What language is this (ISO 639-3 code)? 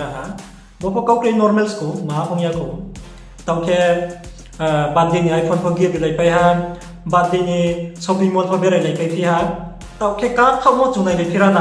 ria